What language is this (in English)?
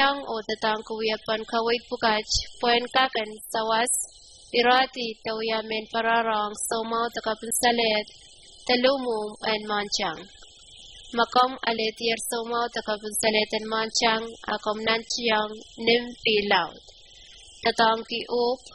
Pohnpeian